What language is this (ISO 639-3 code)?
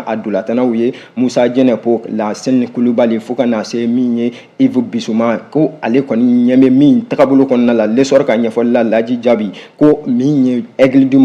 bam